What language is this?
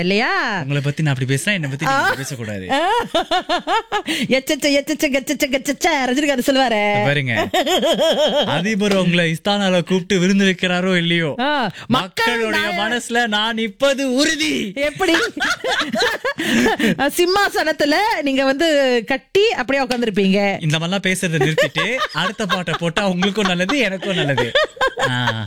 Tamil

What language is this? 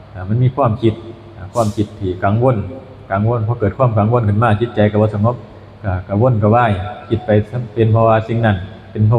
Northeastern Thai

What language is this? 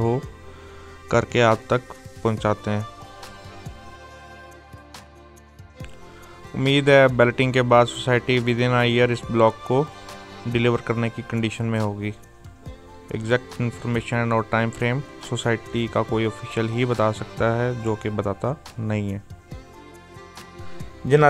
Hindi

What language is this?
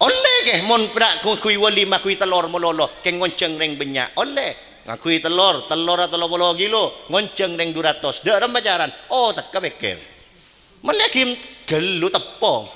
Madurese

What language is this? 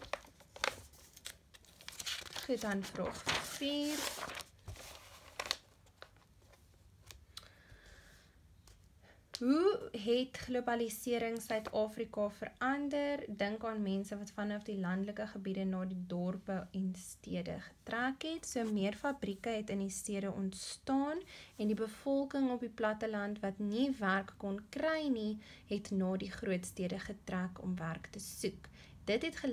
Afrikaans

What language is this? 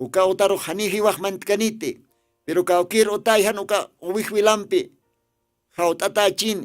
Aymara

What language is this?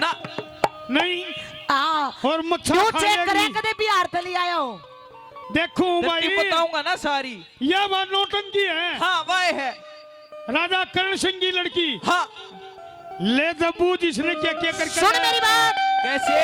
Haryanvi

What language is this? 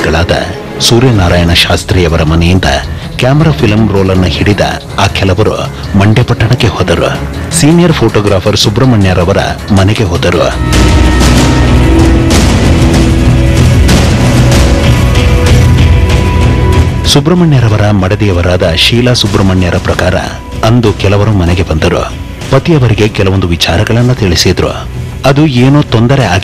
Kannada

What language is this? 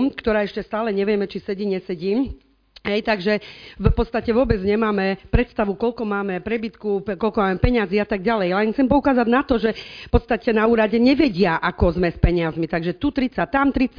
Slovak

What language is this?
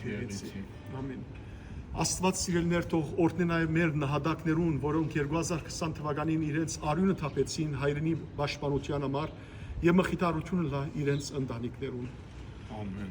Western Armenian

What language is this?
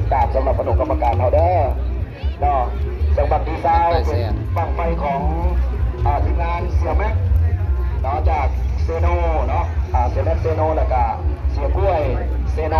Lao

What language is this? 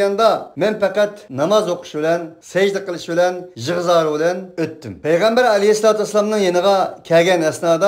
Uyghur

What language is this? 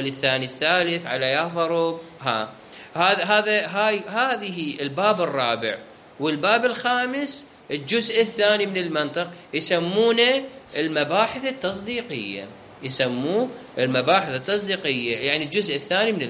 Mesopotamian Arabic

